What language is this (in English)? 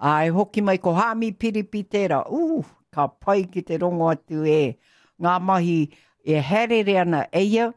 Māori